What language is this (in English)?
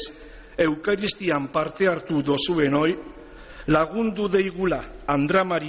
Basque